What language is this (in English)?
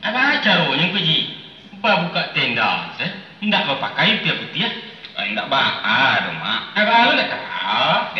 Minangkabau